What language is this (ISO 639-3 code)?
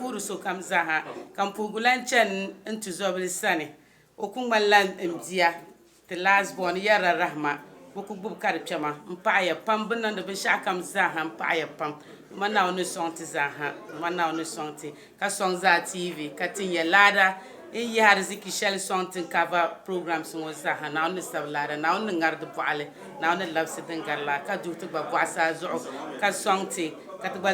dag